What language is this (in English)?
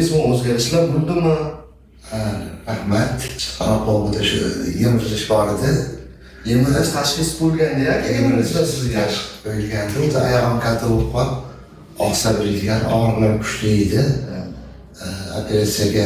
Uzbek